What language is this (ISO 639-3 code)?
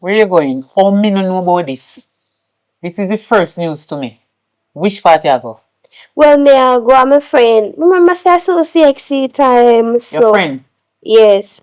jam